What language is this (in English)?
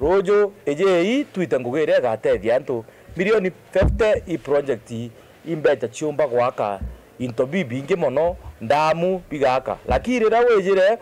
Meru